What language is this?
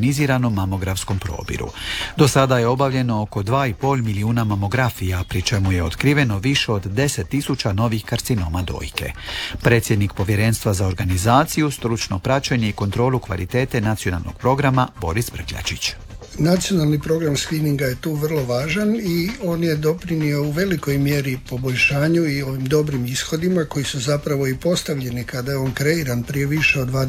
Croatian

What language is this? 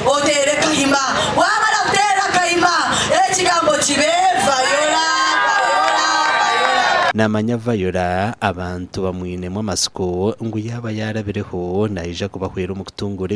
Nyankole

